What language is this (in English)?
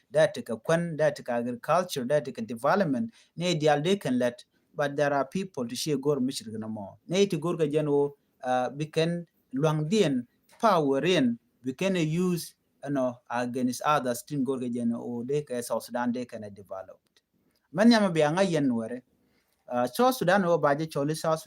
Nuer